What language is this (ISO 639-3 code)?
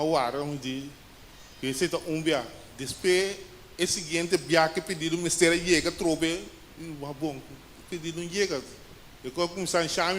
pap